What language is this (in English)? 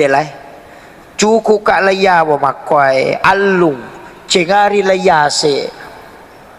Buginese